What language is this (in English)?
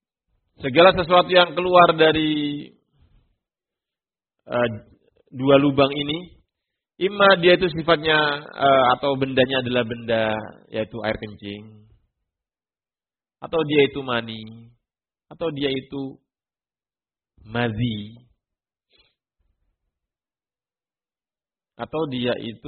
Indonesian